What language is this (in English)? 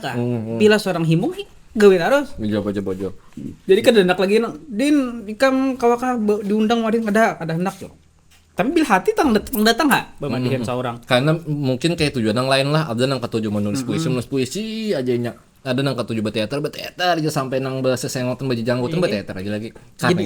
Banjar